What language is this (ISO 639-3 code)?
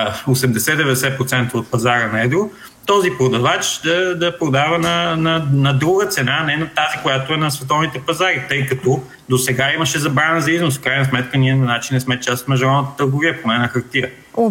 bul